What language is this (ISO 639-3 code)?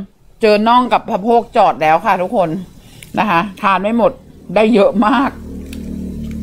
tha